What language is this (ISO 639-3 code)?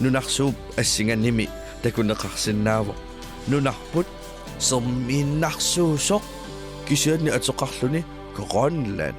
kal